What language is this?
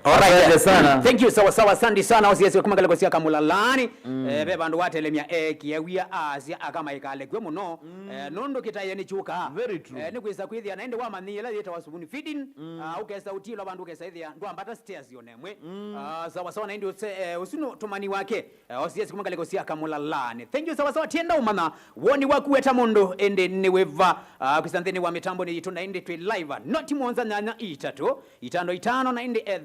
Kamba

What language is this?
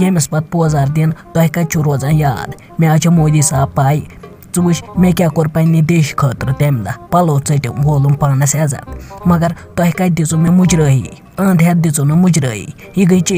Kashmiri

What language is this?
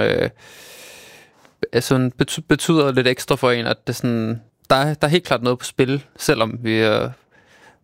Danish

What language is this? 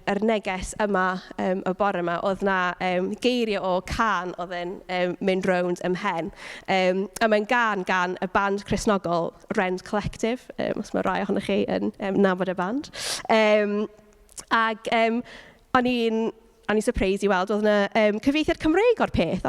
Welsh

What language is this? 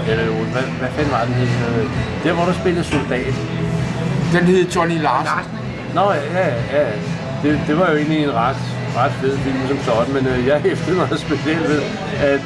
Danish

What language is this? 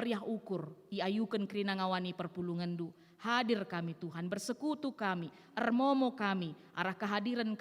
Batak Karo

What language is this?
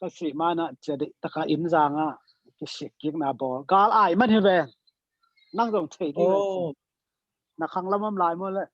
Tedim Chin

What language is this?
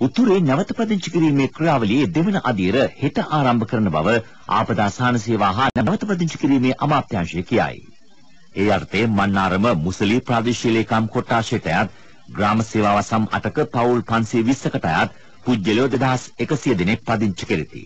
Sinhala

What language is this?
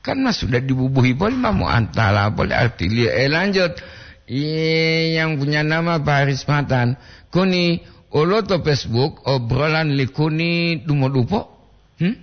Gorontalo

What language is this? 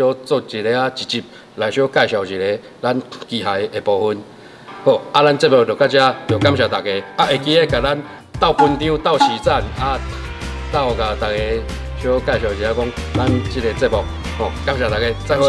Min Nan Chinese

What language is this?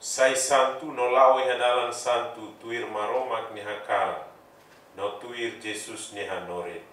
Tetum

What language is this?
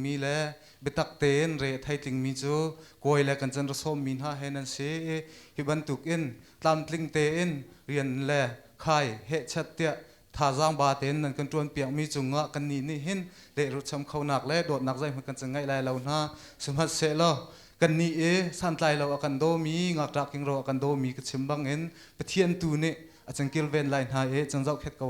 Hakha Chin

